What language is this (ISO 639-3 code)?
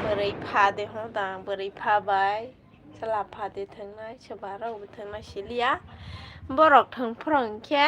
trp